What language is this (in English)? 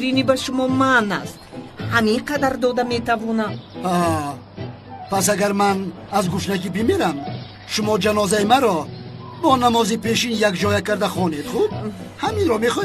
Tajik